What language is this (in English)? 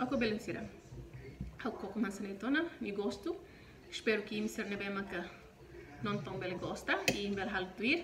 Tetum